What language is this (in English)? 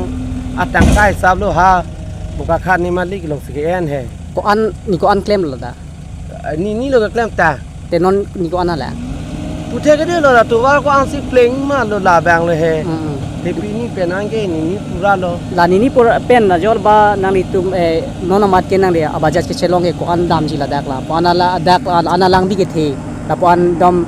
Karbi